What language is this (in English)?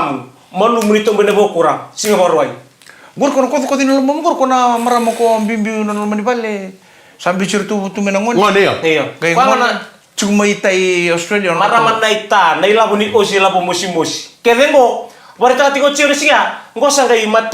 Fijian